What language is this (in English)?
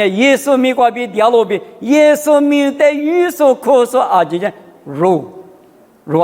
Lisu